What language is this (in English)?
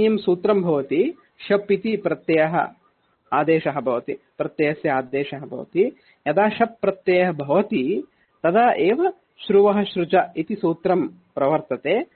Sanskrit